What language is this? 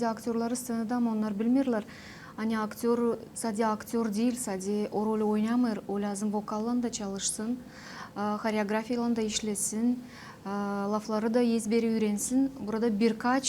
Gagauz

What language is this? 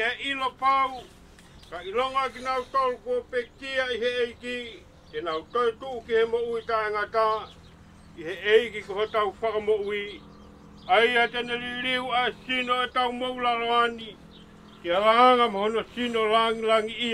Tongan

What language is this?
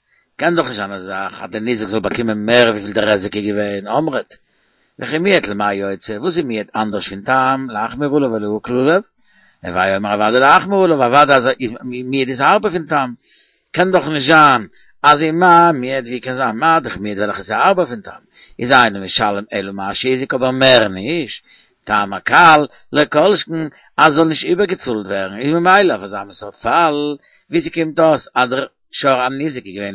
Yiddish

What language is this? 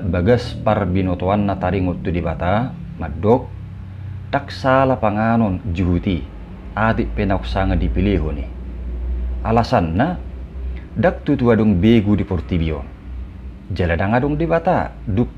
Batak Toba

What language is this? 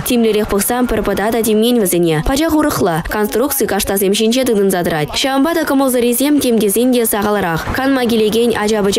Chuvash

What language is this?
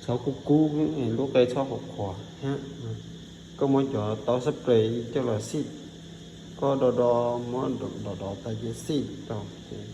Hmong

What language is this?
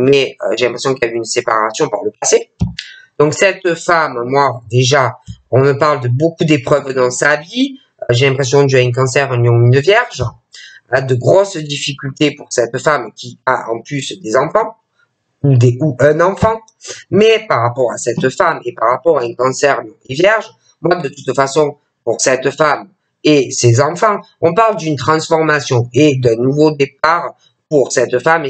French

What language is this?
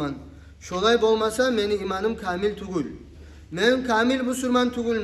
Kumyk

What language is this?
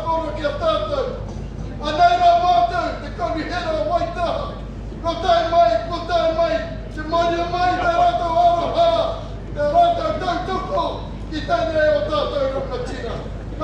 Māori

